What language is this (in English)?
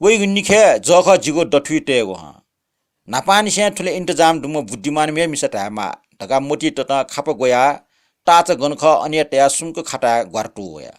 Newari